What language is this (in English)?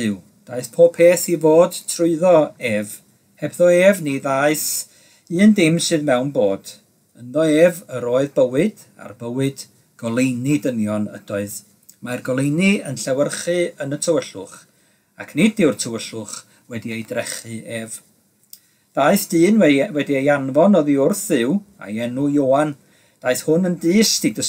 Welsh